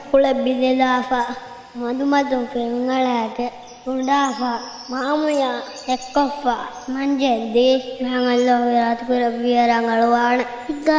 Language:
Divehi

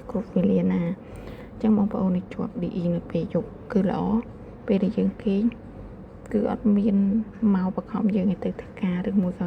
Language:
Khmer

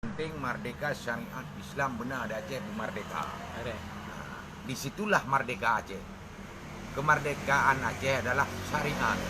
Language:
Achinese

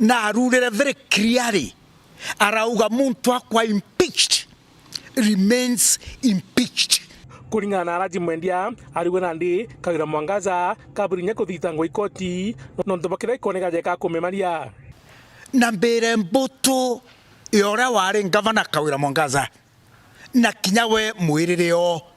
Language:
Meru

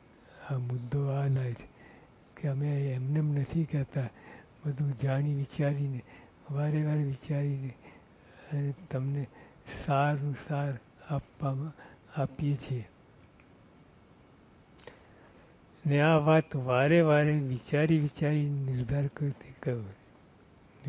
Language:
Gujarati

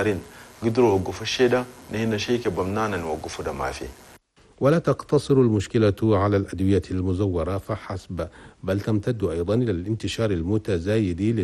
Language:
Chadian Arabic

